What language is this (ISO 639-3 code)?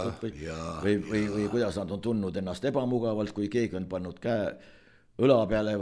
est